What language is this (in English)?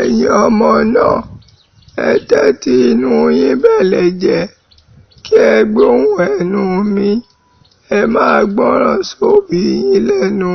Yoruba